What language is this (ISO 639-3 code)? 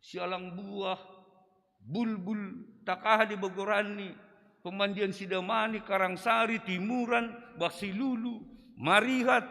bts